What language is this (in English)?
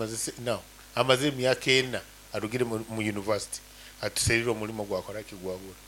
Nyankole